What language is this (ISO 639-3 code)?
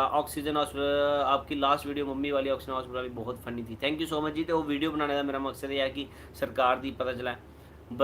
doi